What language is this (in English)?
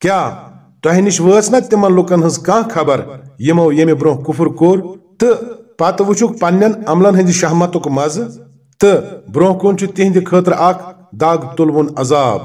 Kashmiri